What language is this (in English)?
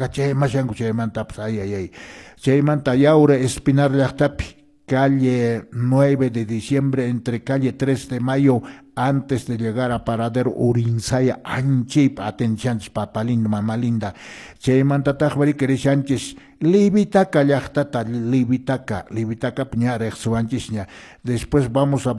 Quechua